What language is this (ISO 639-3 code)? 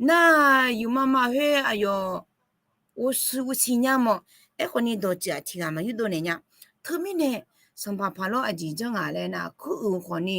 ahk